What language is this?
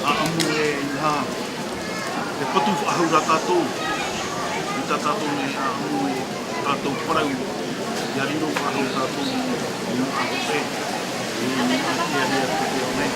Tahitian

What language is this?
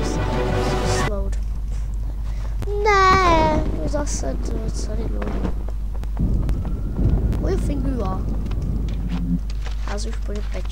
Czech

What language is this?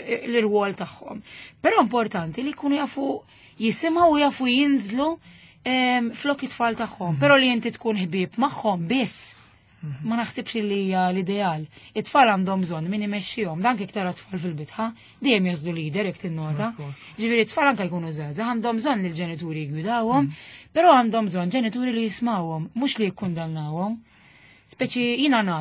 Maltese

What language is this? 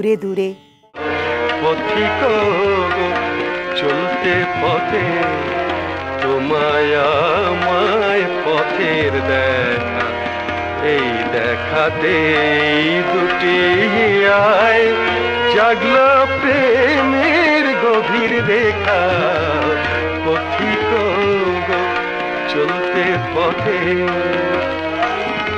Bangla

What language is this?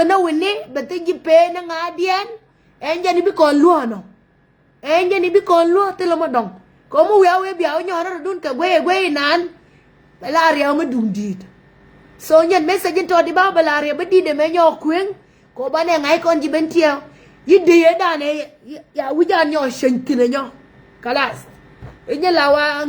Nuer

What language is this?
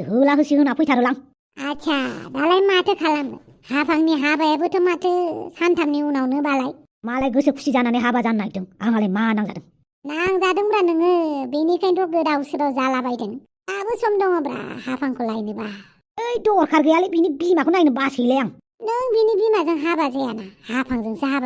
Bodo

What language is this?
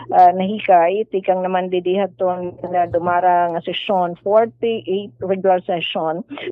Waray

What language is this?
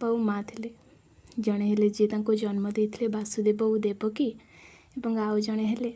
Odia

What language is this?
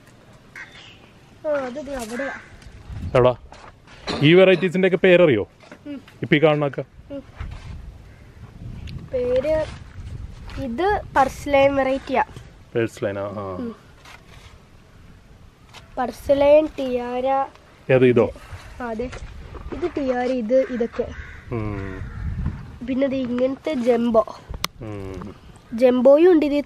Malayalam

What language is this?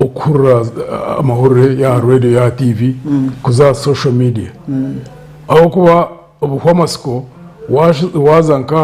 Nyankole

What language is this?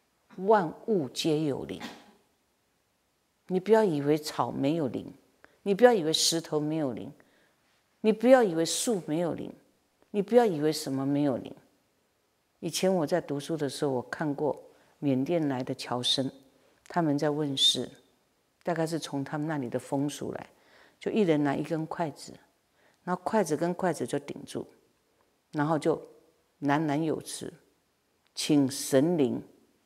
Chinese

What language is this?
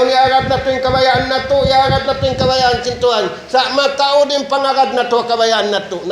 Tausug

